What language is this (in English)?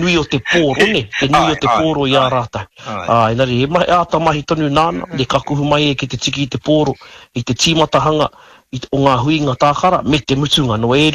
Māori